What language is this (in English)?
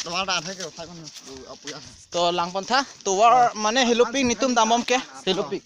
Karbi